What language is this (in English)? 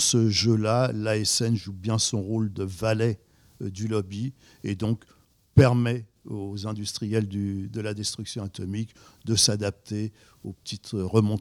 French